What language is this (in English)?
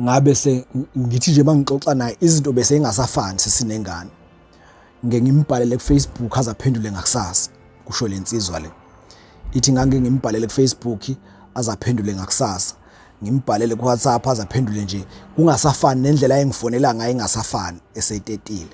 Zulu